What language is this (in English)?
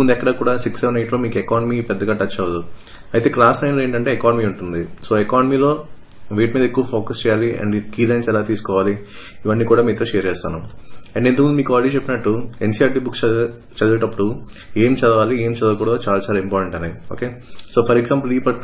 Telugu